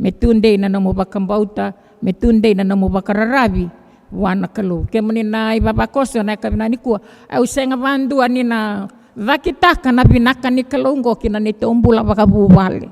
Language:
Fijian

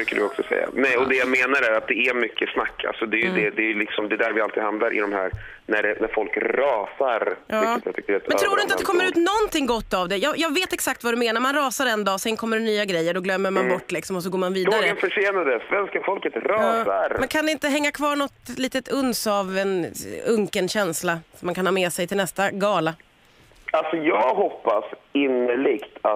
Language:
Swedish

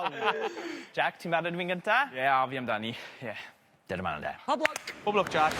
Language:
Welsh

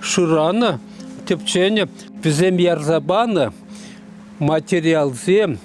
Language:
Chuvash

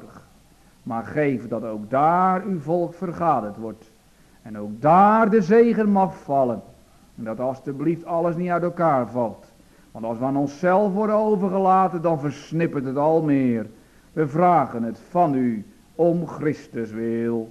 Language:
Dutch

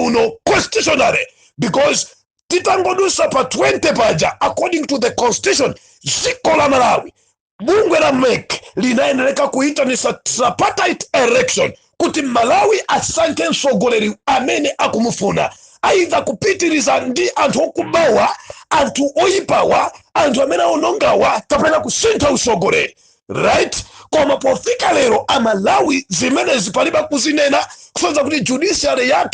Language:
Nyanja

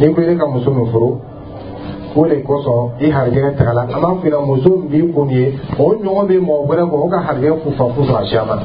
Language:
Dyula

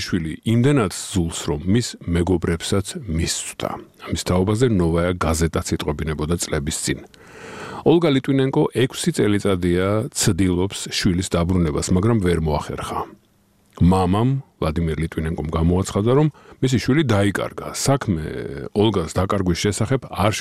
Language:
Georgian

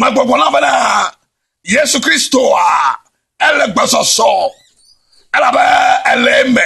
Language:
Ewe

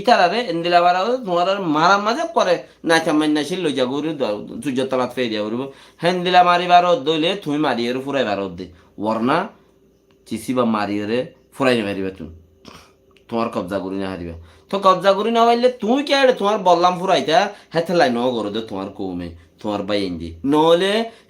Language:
Rohingya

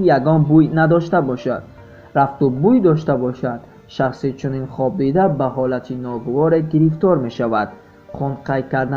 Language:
Tajik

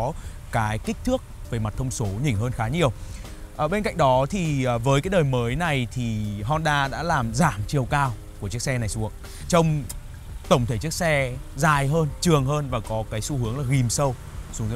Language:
Vietnamese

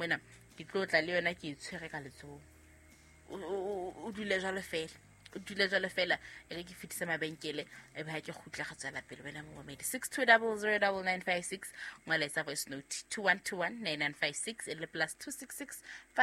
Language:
Southern Sotho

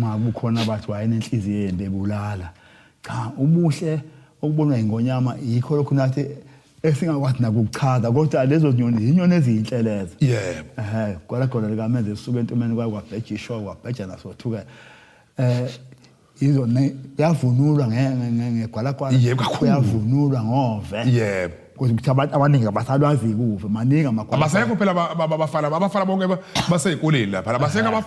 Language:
Zulu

